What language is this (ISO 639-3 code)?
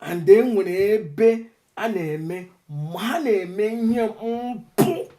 ibo